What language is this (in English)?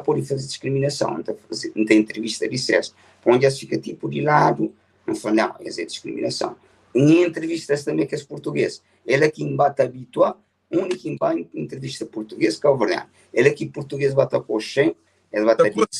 Kabuverdianu